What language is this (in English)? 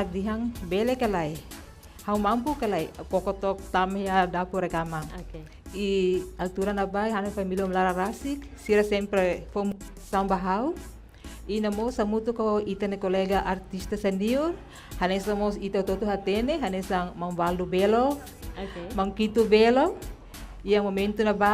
Tetum